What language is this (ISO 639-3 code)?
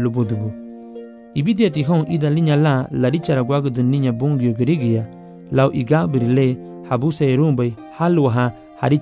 cab